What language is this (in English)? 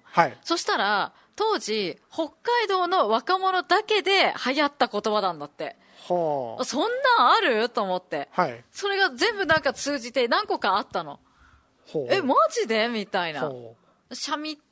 Japanese